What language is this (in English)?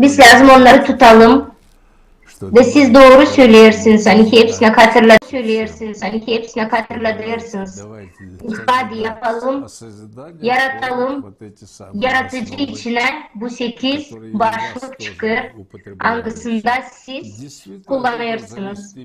Gagauz